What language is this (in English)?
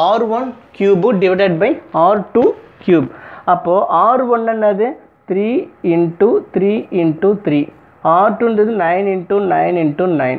Tamil